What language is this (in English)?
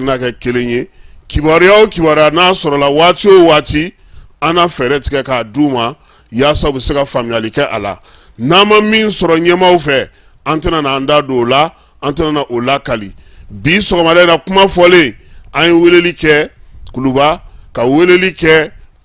Bambara